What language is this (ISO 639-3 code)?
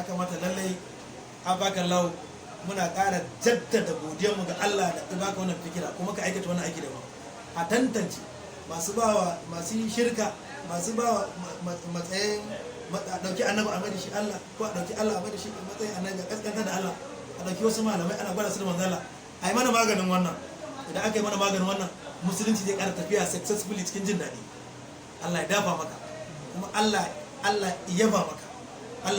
hau